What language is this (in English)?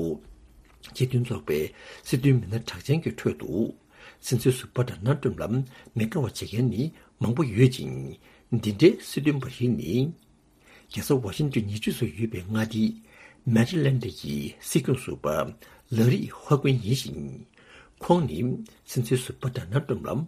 Tibetan